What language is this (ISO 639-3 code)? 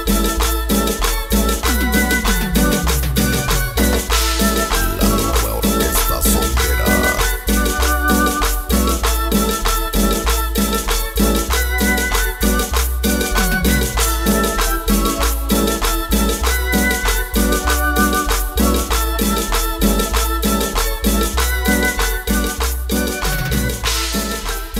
spa